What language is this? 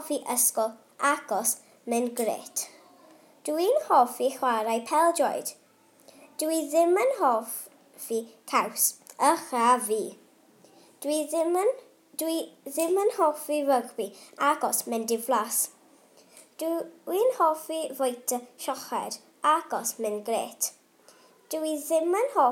Welsh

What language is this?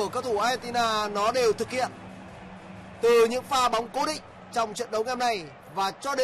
Vietnamese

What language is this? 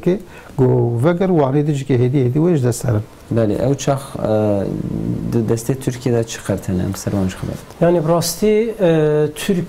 Kurdish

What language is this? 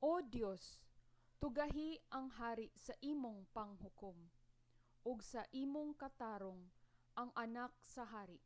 Cebuano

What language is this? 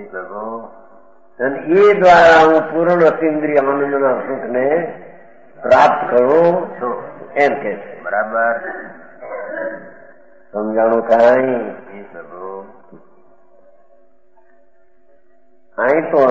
Gujarati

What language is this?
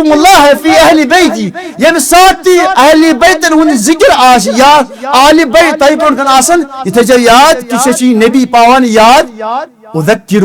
Kashmiri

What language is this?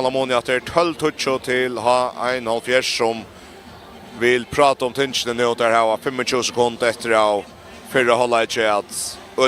Faroese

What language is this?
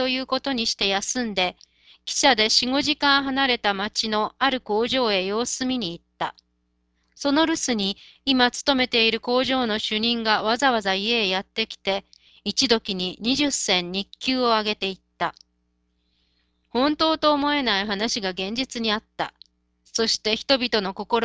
Japanese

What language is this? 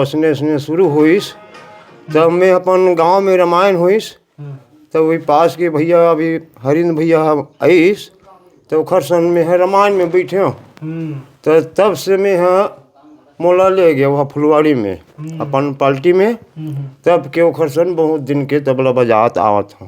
Chhattisgarhi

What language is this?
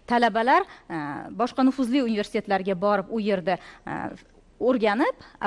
Uzbek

